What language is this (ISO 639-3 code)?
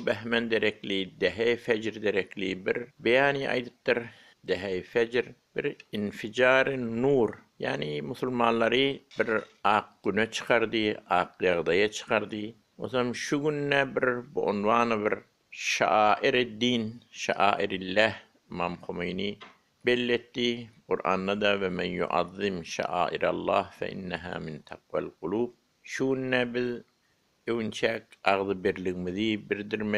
tuk